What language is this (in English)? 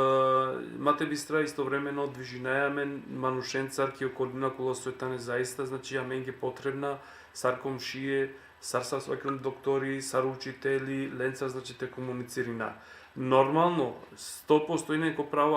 Balkan Romani